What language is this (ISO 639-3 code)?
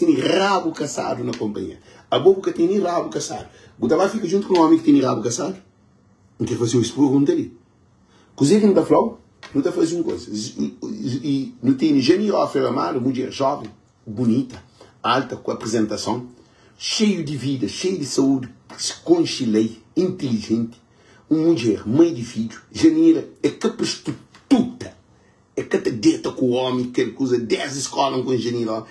kea